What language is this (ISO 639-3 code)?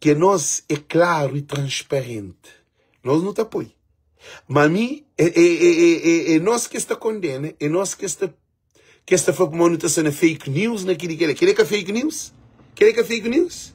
kea